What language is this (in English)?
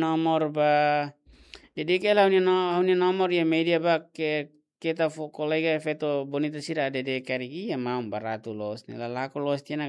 Tetum